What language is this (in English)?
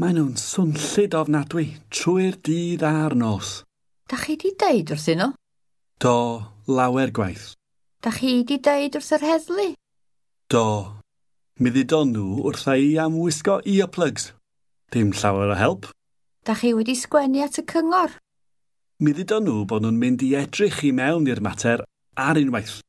Welsh